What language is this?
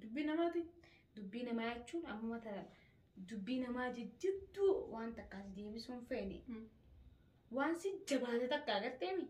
Oromo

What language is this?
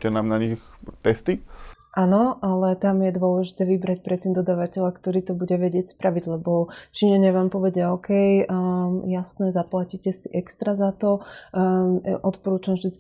Slovak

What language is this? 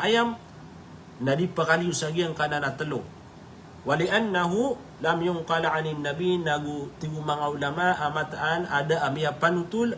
Maranao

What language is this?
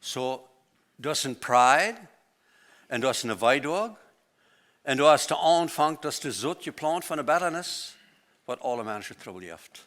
Plautdietsch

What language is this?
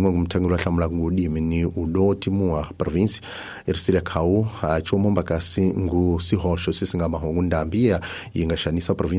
Tsonga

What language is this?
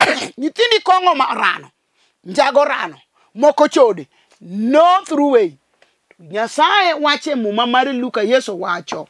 Luo (Kenya and Tanzania)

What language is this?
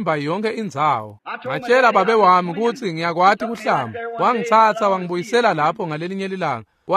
Swati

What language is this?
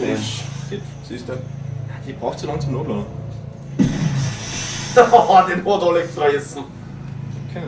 Bavarian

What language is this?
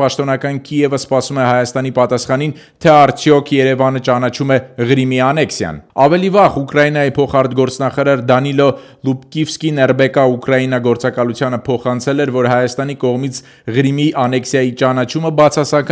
Armenian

